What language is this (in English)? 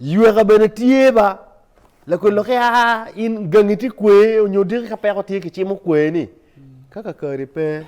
Acoli